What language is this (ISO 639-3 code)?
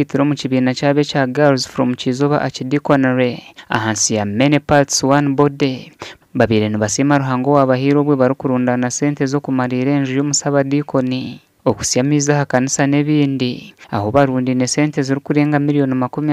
nyn